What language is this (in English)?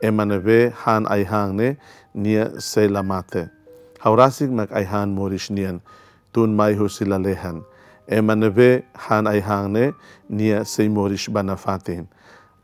Tetum